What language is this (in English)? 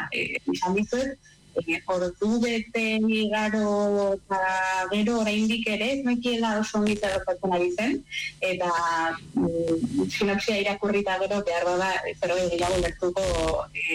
Basque